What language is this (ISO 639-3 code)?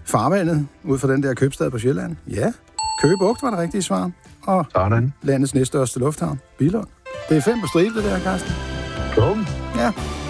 dan